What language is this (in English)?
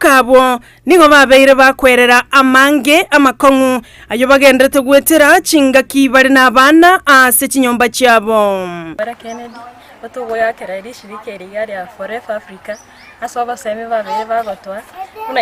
Gusii